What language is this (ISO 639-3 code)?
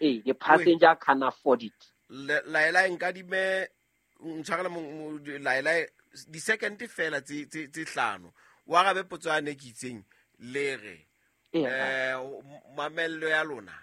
sot